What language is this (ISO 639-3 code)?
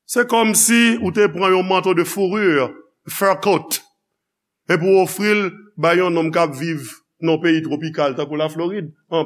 hat